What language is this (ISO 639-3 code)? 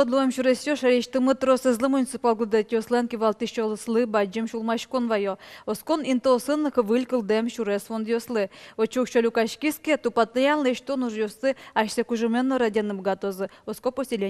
udm